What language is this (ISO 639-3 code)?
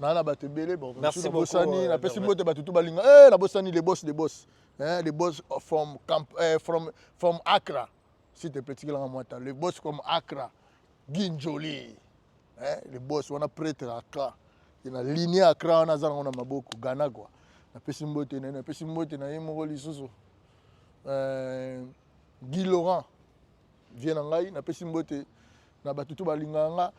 lin